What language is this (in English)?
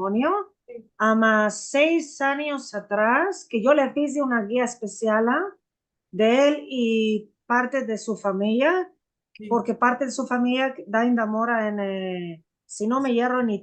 Ladino